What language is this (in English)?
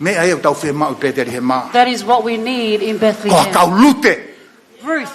Tongan